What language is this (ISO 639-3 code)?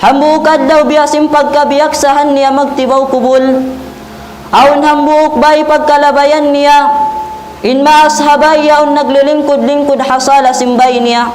tsg